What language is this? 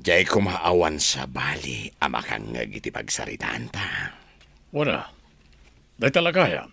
Iloko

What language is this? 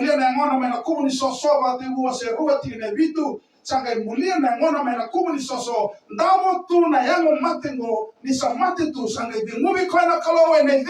Fijian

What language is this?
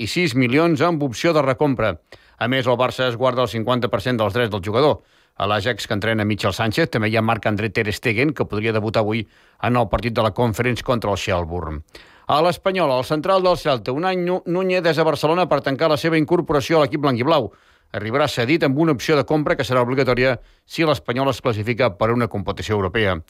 Catalan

